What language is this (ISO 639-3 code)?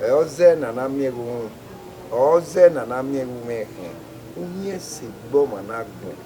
bin